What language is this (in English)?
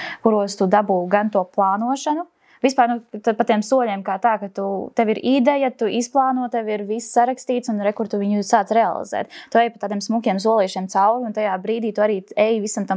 Latvian